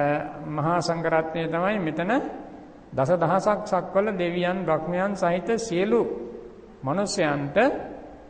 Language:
Sinhala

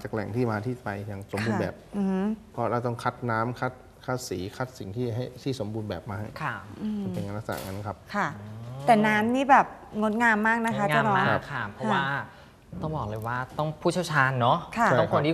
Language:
Thai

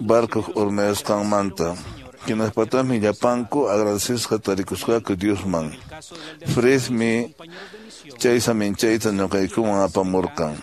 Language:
Quechua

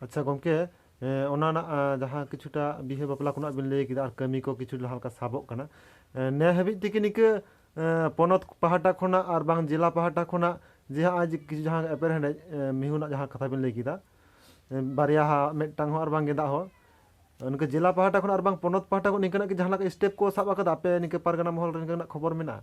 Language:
Santali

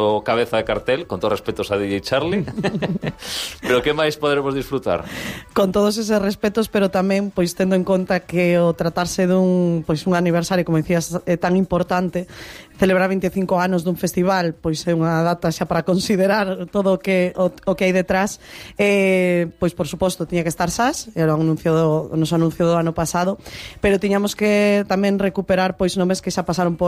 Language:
Galician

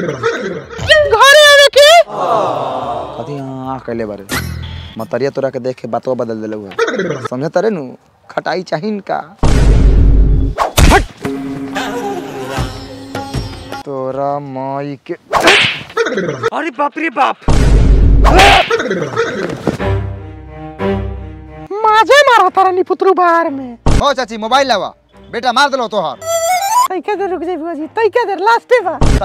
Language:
Bhojpuri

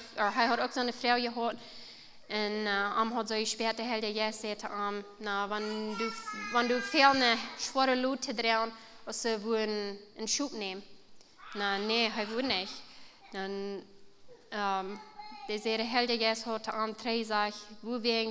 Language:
Plautdietsch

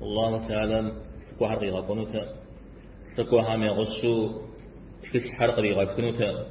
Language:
Kabardian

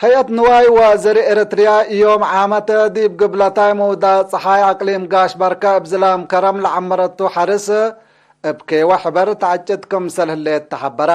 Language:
Tigre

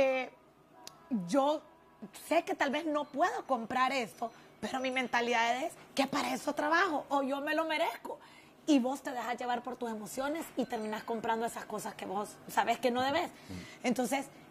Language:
Spanish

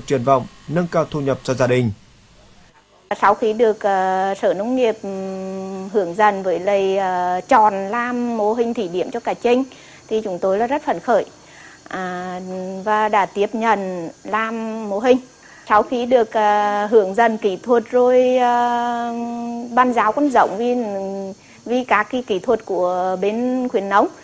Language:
Vietnamese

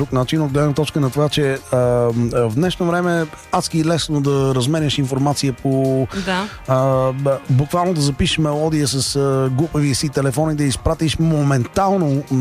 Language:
Bulgarian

